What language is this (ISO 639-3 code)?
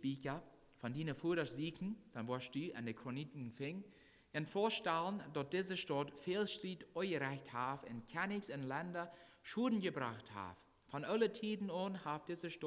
pdt